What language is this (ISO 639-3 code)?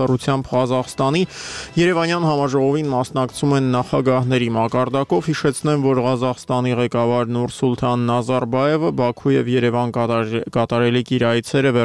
hye